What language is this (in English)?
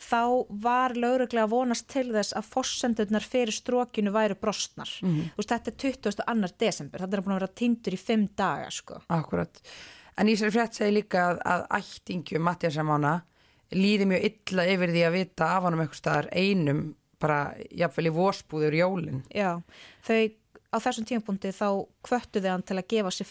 Icelandic